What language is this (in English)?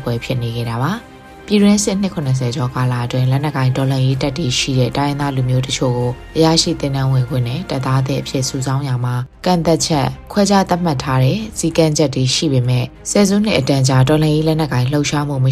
Burmese